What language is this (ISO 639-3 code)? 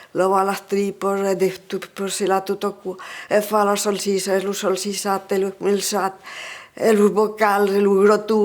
oci